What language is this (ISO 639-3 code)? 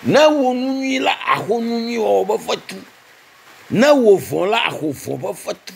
ewe